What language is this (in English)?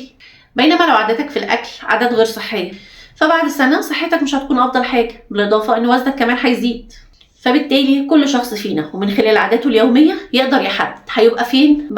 Egyptian Arabic